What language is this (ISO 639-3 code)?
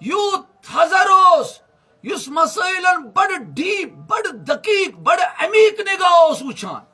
kas